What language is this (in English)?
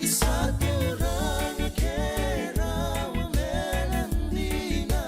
Fijian